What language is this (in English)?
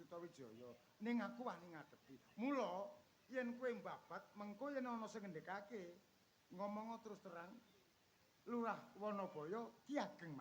Javanese